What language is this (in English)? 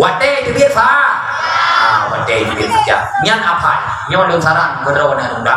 Achinese